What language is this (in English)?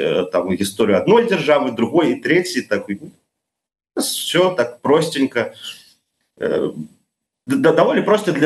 Belarusian